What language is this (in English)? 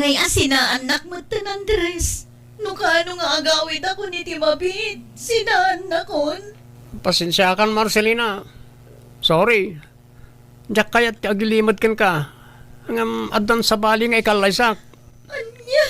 Iloko